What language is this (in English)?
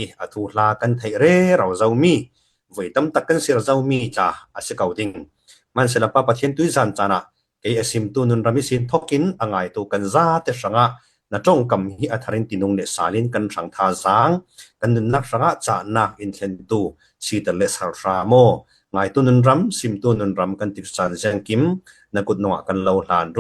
Falam Chin